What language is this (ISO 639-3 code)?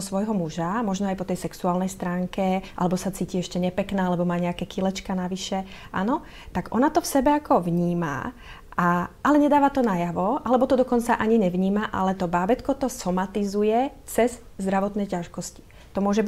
slk